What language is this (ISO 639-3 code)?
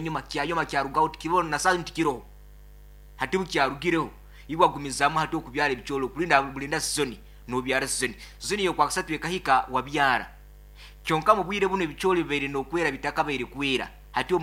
nyn